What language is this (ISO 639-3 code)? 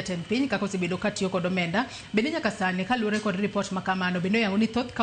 luo